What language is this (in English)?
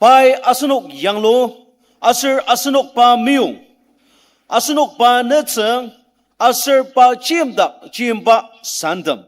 Ao Naga